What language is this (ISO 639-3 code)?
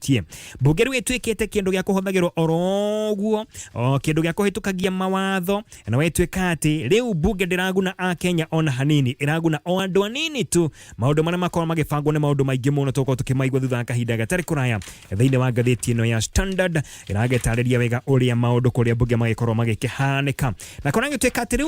kik